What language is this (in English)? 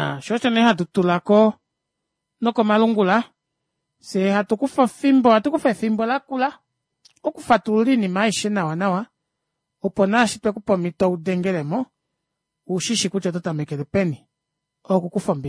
Kuanyama